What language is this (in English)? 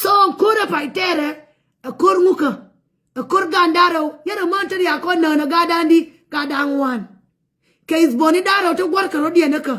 Nuer